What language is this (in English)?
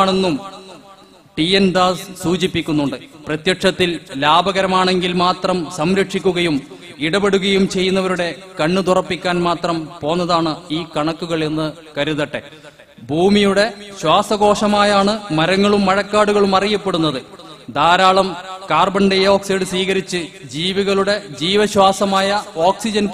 Malayalam